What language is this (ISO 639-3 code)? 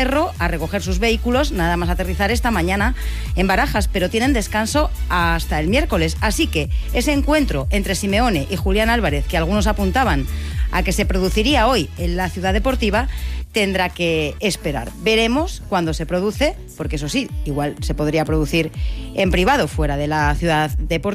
spa